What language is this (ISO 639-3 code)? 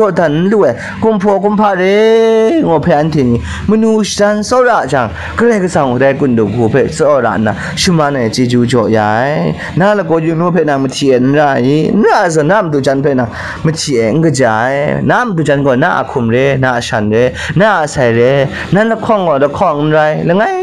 kac